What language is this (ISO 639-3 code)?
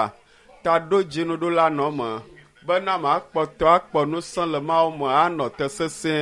ewe